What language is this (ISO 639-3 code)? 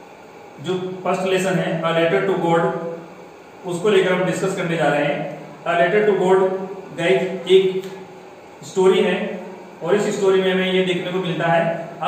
hin